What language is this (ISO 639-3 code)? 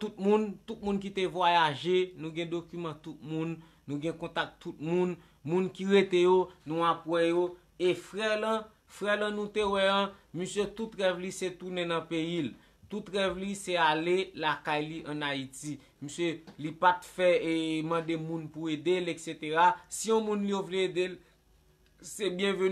hat